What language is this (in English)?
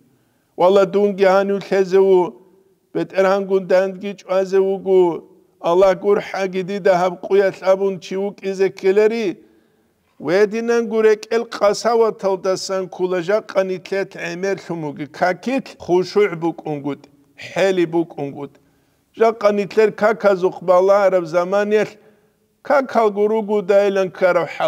Avaric